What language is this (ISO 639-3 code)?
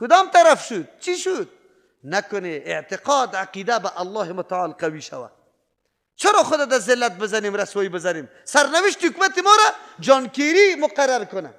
fas